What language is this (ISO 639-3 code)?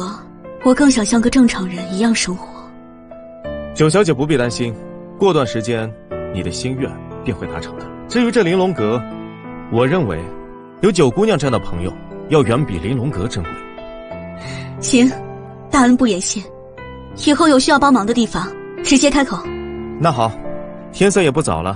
zho